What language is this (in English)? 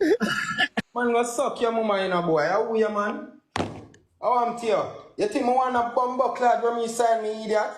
Jamaican Creole English